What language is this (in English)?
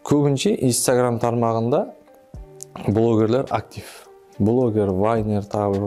Kara-Kalpak